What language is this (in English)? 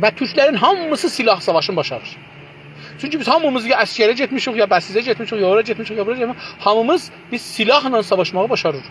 South Azerbaijani